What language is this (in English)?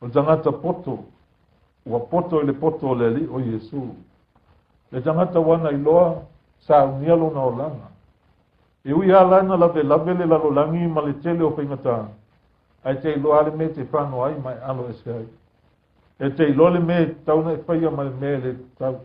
Samoan